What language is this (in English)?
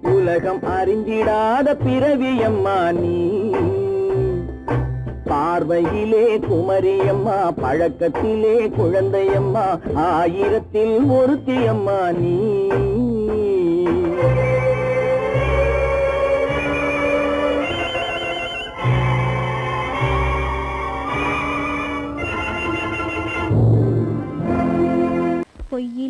Tamil